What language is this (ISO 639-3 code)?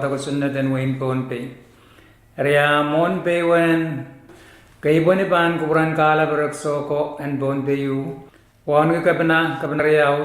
pon